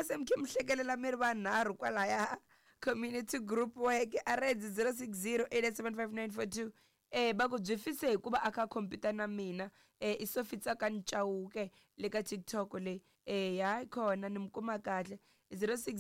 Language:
Tsonga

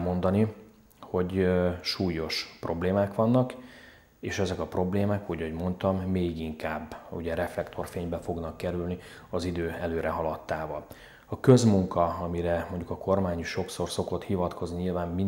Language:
Hungarian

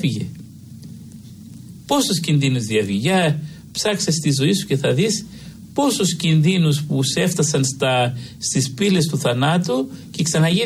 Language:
Greek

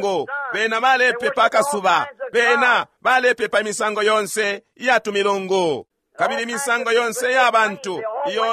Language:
Bemba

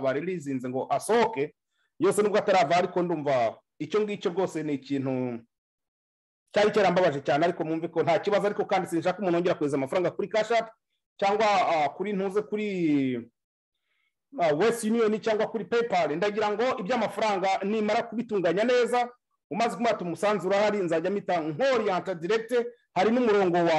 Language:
Kinyarwanda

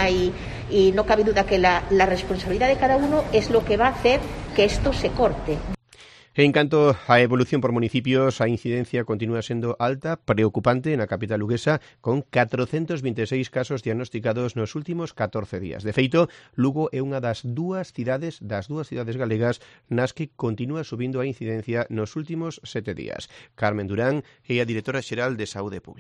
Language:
Galician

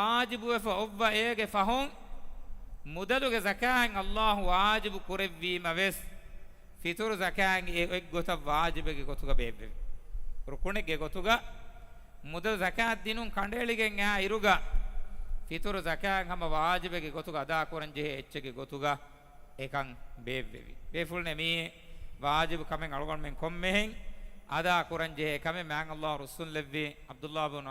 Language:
Divehi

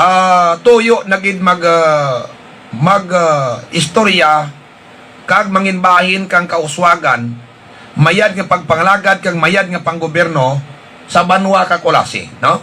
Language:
Hiligaynon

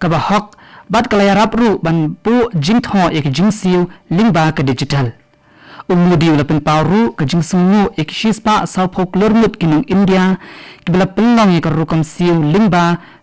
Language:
Khasi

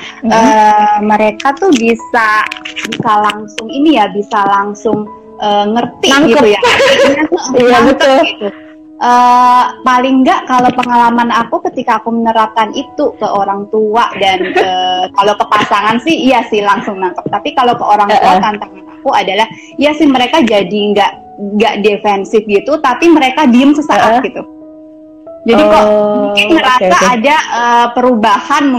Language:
Indonesian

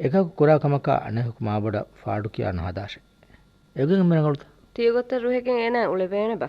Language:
Divehi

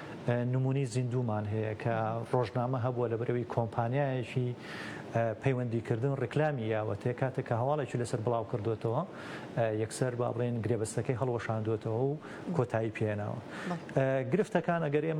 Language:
Central Kurdish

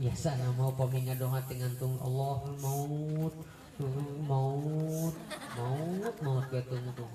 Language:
Sundanese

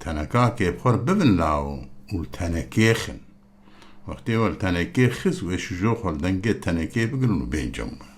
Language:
Kurdish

